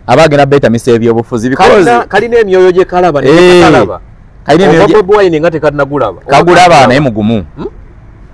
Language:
Ganda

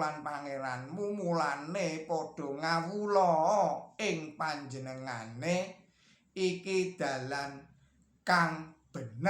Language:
Javanese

